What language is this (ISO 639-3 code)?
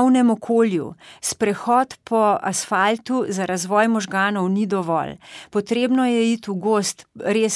slv